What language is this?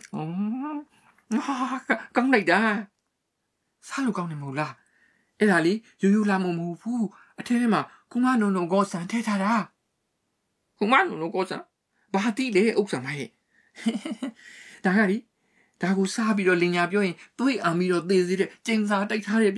Burmese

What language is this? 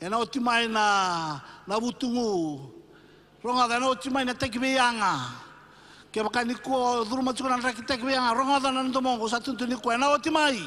Fijian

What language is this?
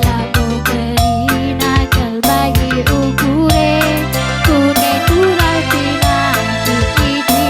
Batak Karo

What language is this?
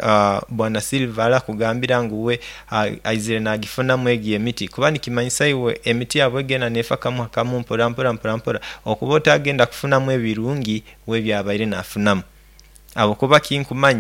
Nyoro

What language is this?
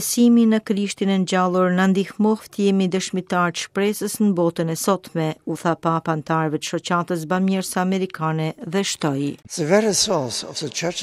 Albanian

